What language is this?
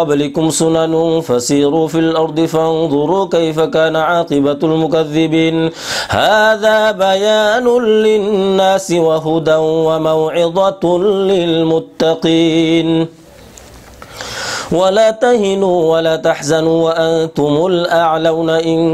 Arabic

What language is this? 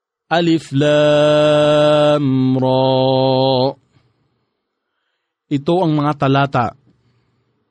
Filipino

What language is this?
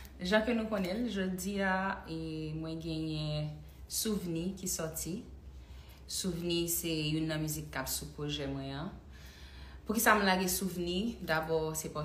Haitian Creole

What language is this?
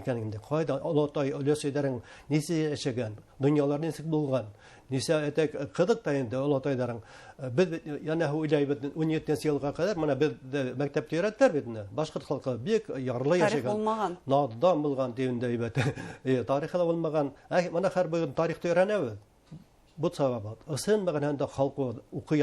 Bashkir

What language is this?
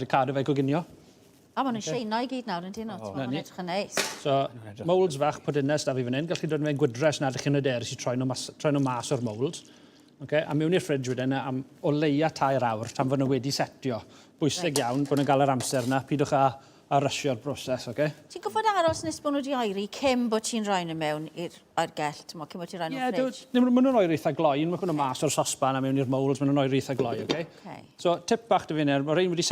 Welsh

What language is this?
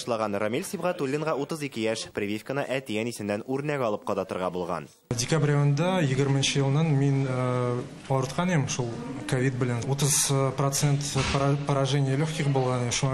Tatar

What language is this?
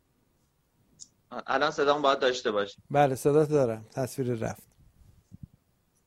Persian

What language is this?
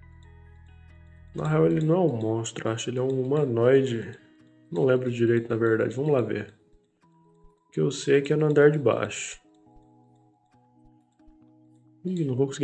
Portuguese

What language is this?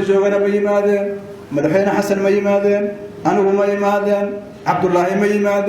Somali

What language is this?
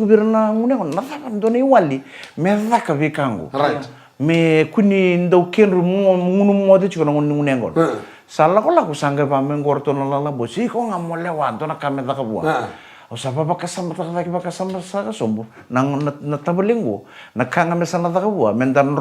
Fijian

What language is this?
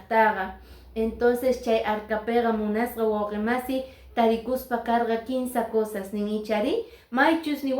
Quechua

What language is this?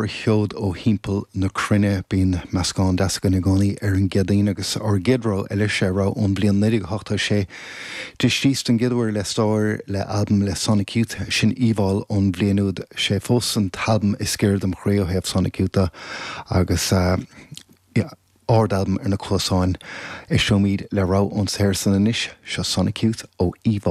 Irish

